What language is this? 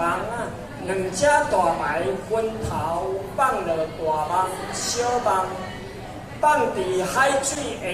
Min Nan Chinese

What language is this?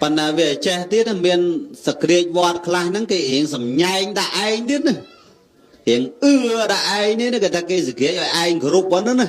Khmer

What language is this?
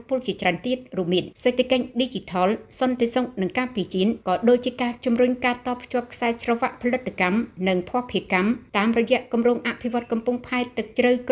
Khmer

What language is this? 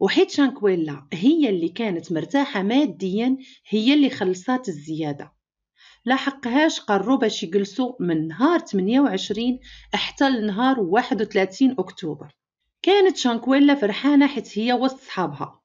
Moroccan Arabic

